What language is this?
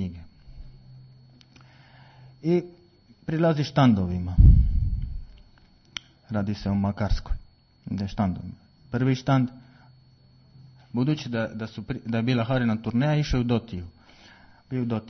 Croatian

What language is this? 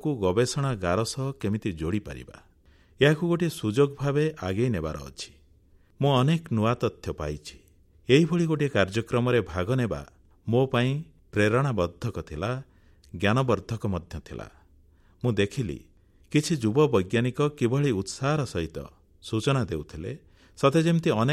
Odia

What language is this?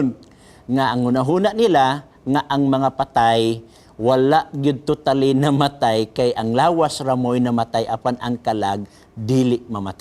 Cebuano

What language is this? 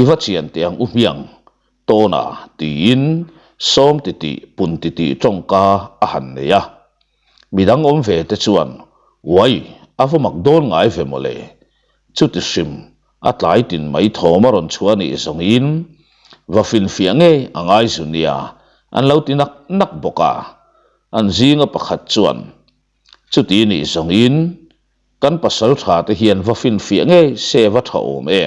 Mizo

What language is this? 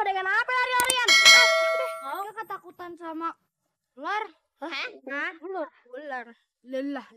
Betawi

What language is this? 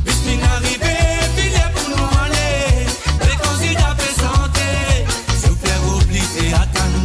Morisyen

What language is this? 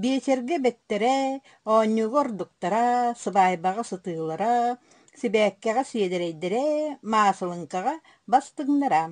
Yakut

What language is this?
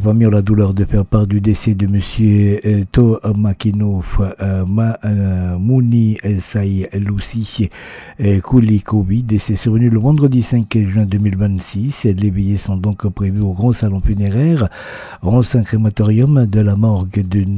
French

